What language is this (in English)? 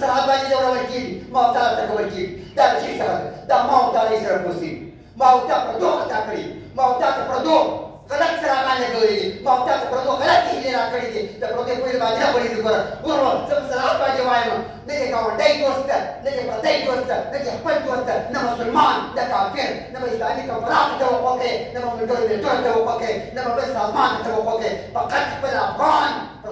Pashto